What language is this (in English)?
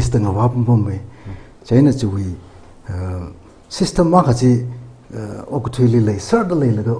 Tangkhul Naga (India)